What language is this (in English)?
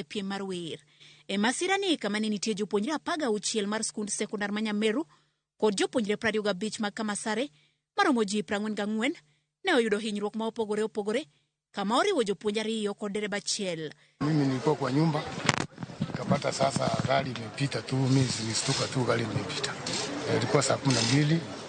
Luo (Kenya and Tanzania)